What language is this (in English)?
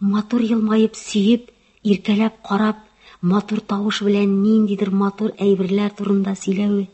Tatar